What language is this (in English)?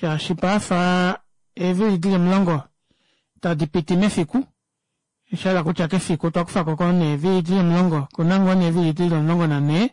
Kuanyama